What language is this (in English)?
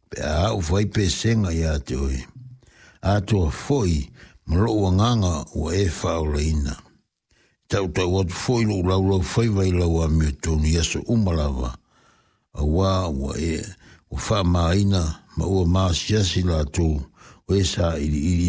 Samoan